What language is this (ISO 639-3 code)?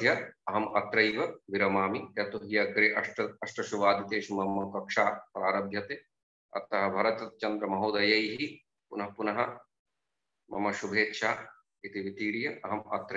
san